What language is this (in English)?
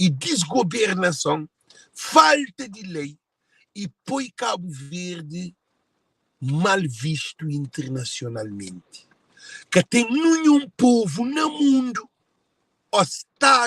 Kabuverdianu